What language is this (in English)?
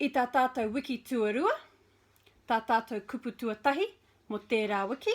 Māori